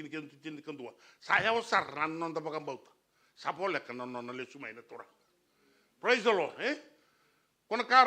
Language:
Fijian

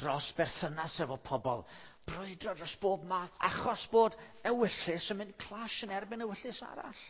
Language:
Welsh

